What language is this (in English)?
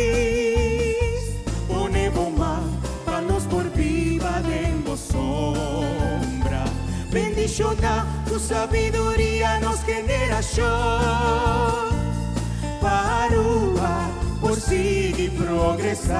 Papiamento